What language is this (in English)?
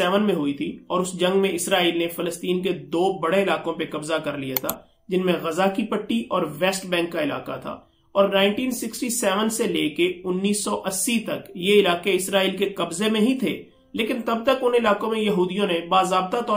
Urdu